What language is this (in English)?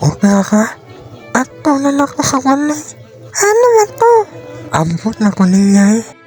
Cebuano